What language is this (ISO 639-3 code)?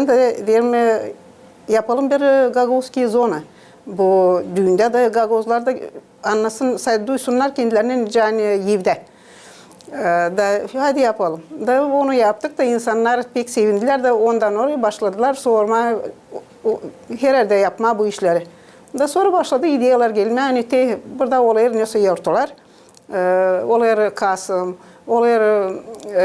gag